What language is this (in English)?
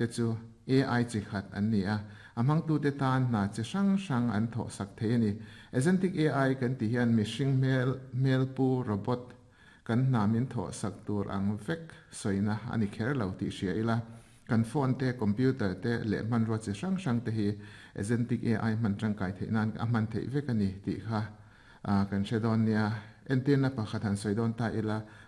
Mizo